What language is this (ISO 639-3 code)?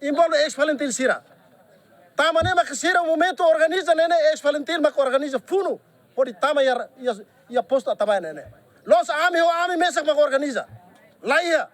tet